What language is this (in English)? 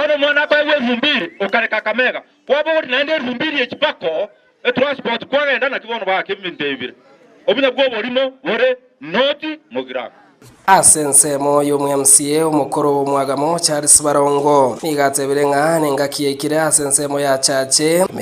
Gusii